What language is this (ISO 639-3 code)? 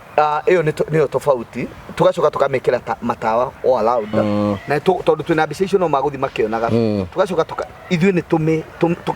kik